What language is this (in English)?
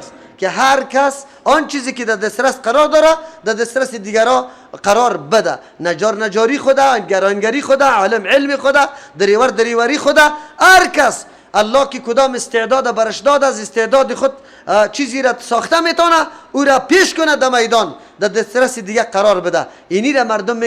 Persian